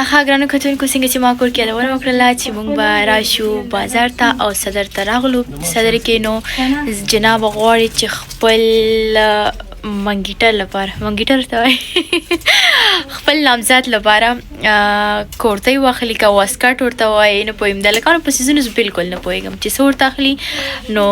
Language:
Pashto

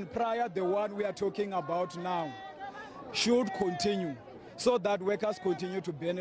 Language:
English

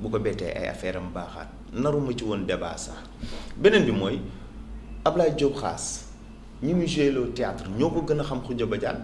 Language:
Wolof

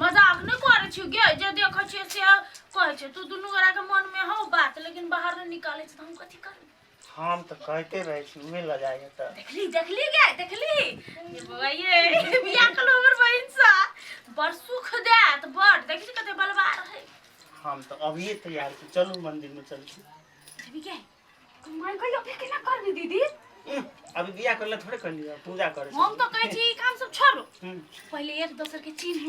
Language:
Maithili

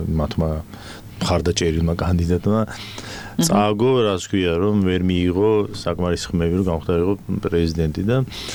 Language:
Georgian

